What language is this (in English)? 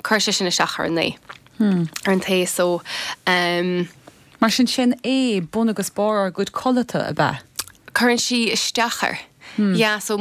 Irish